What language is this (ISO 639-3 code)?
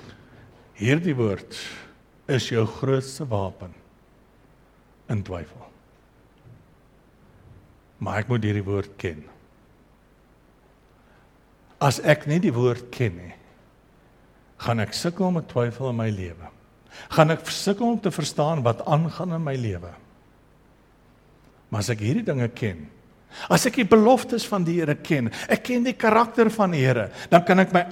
afr